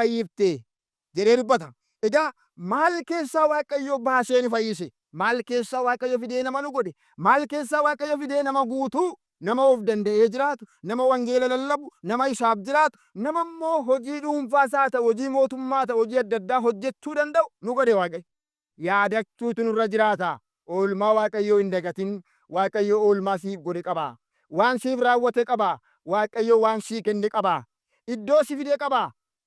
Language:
Oromo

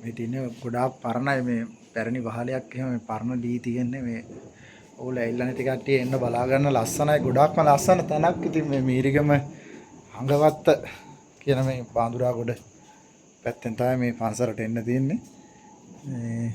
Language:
Sinhala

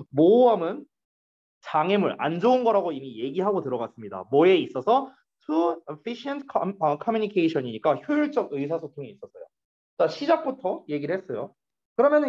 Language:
Korean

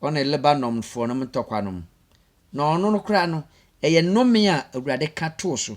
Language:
Akan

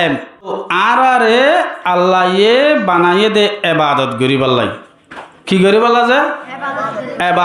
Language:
Rohingya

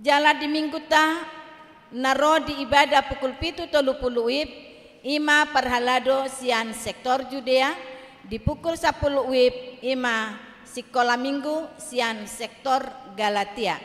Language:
Batak Toba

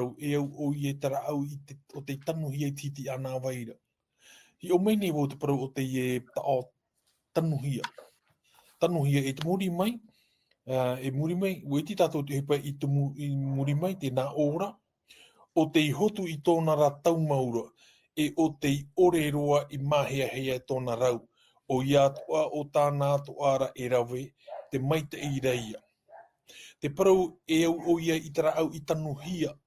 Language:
Tahitian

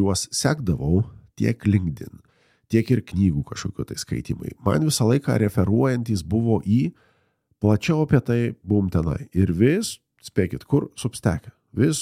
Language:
Lithuanian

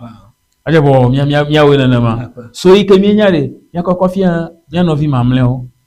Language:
Ewe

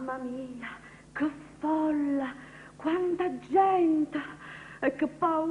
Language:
Neapolitan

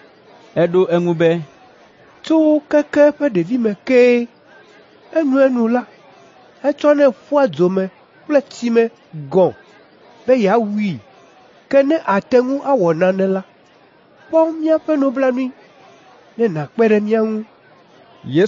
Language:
Ewe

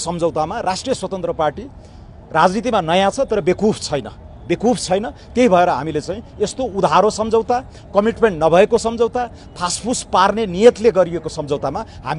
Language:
Nepali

